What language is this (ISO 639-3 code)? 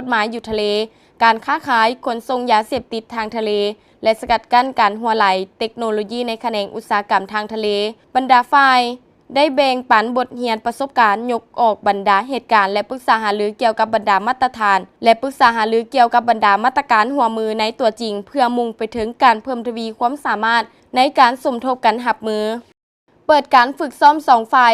lao